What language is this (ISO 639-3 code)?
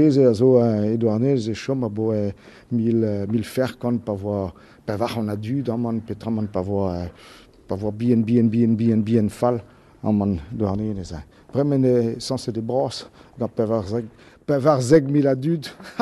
bre